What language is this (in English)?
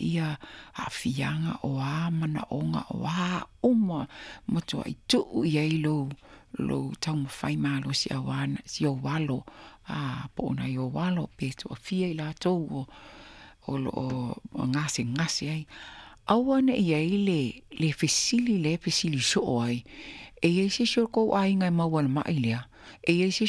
Samoan